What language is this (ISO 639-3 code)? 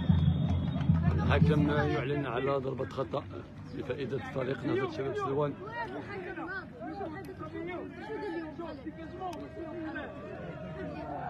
ara